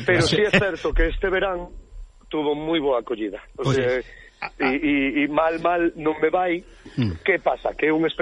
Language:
Galician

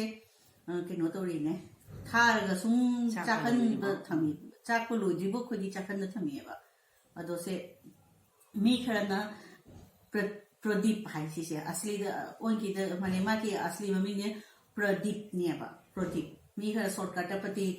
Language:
Manipuri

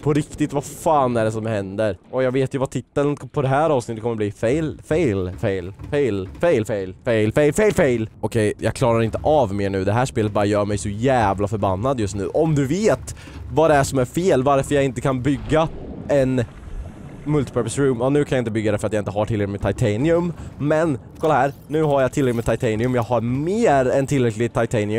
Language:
Swedish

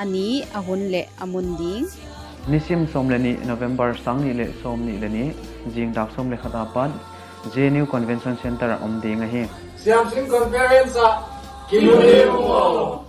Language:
Paite Chin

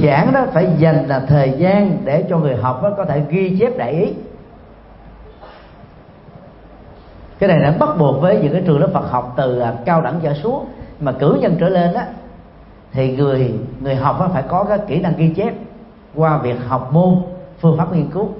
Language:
Vietnamese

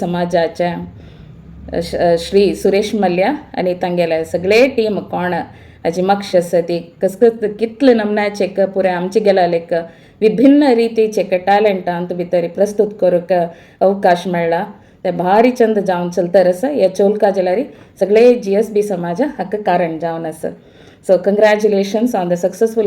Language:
Konkani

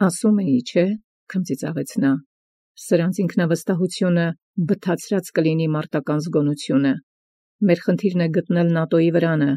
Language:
Armenian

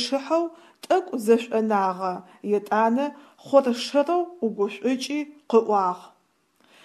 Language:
Adyghe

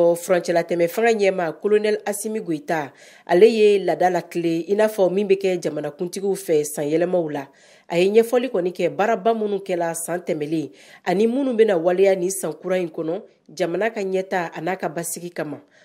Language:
Bambara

